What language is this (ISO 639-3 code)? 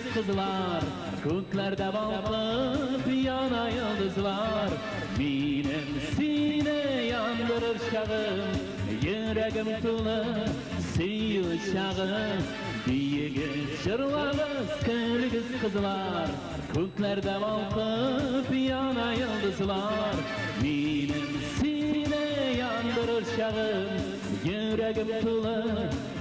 tat